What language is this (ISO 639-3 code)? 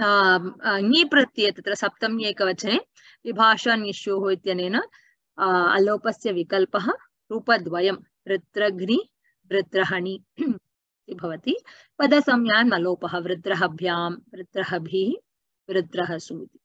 san